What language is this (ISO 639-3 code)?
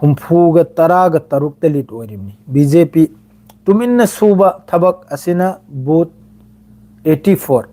mni